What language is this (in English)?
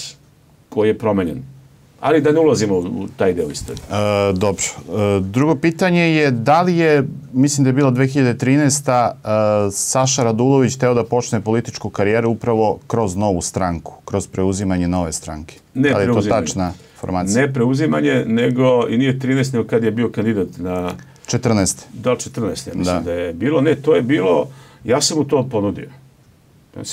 Serbian